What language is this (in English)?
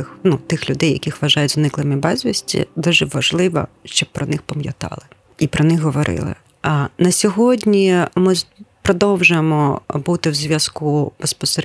Ukrainian